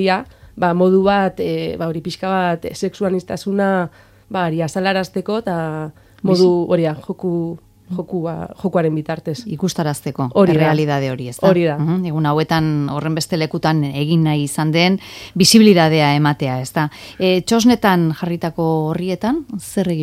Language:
Basque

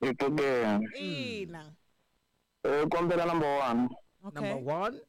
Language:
Tsonga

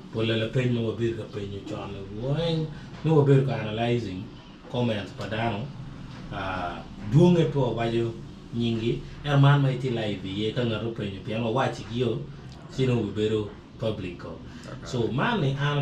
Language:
Acoli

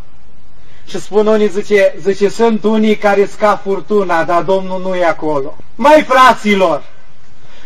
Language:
Romanian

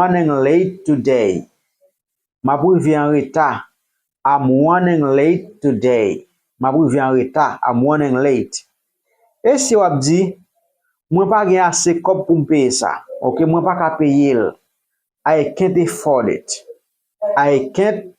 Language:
Haitian Creole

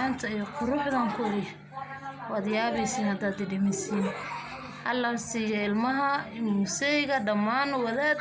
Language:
Somali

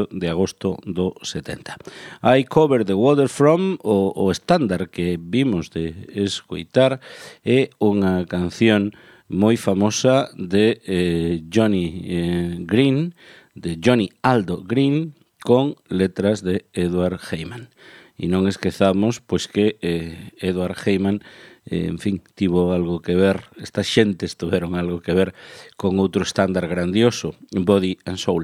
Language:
Galician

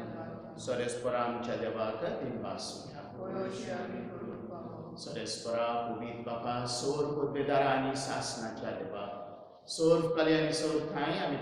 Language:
Konkani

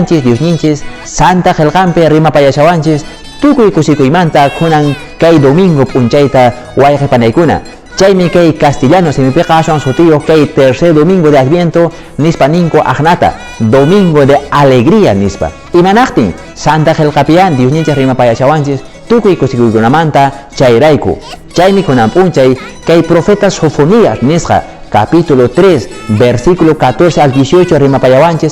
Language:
Quechua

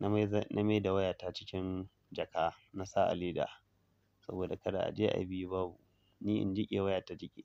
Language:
Hausa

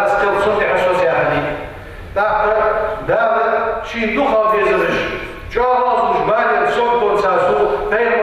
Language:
Ingush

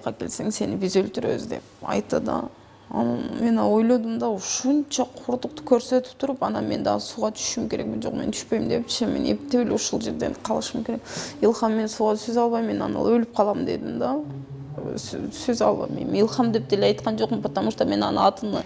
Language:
Kyrgyz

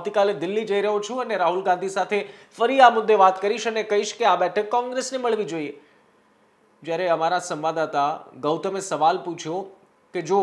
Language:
Gujarati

